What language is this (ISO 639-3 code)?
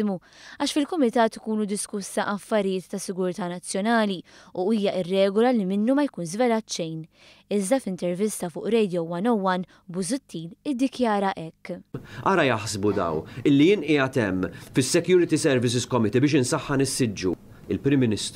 mlt